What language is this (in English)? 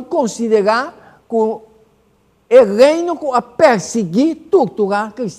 Papiamento